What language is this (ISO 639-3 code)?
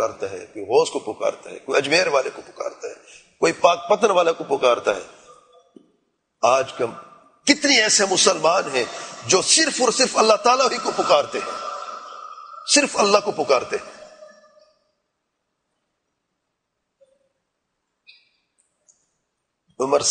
urd